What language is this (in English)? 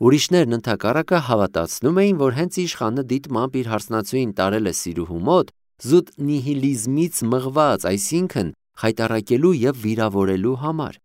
Armenian